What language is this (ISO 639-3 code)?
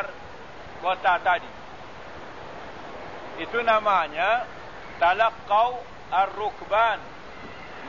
msa